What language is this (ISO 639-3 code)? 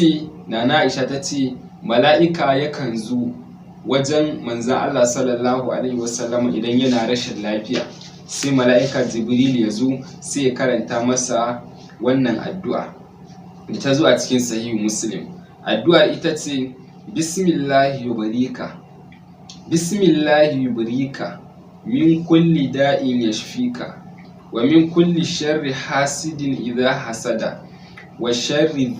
hau